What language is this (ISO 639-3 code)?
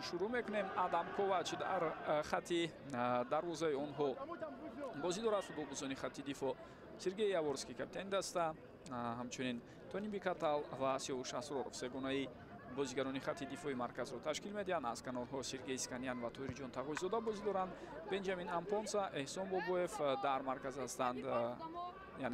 tgk